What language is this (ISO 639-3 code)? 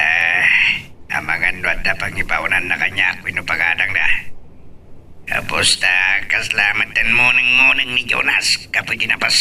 ilo